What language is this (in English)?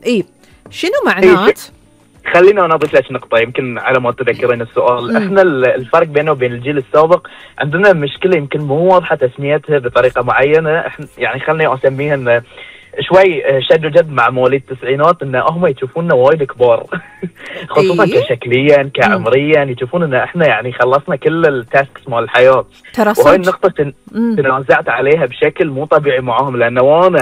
Gulf Arabic